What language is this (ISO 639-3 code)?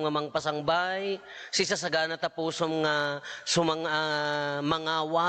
ilo